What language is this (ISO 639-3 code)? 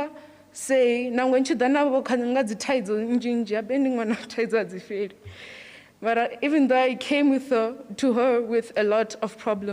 ven